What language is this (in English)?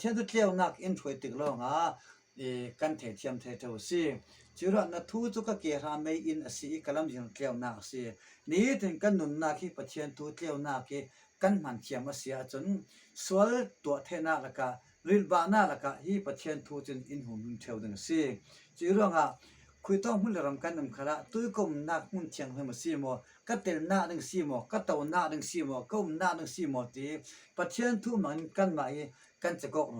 Falam Chin